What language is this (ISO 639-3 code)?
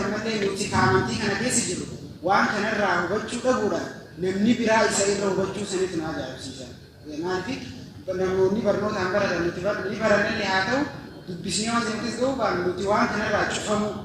orm